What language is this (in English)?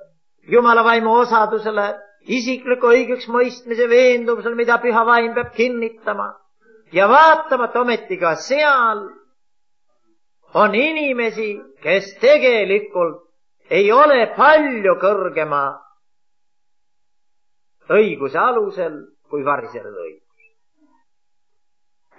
Estonian